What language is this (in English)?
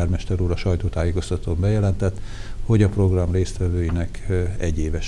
Hungarian